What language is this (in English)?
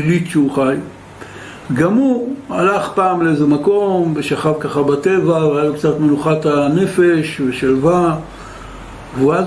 Hebrew